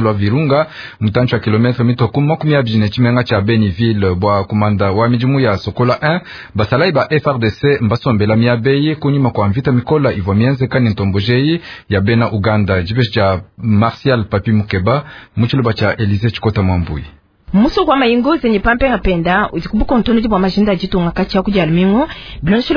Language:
Luba-Lulua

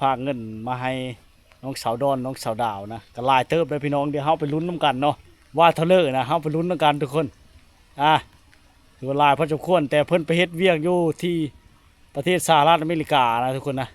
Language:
Lao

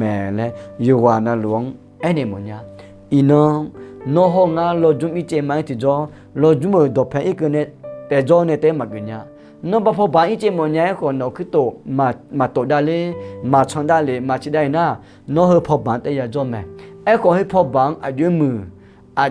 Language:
Akha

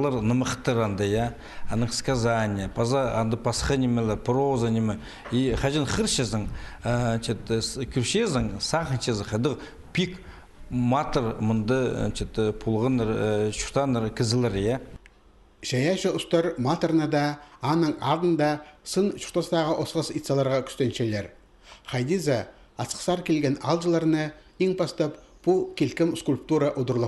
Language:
Khakas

